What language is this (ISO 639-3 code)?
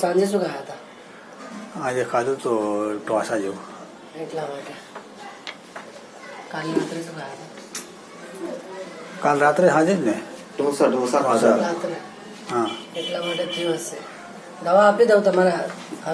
guj